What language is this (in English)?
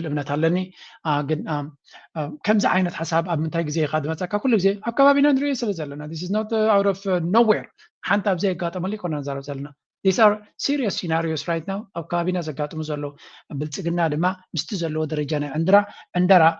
Tigrinya